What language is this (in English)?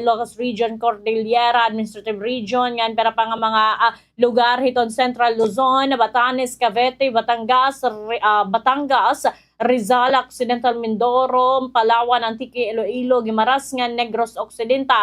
Waray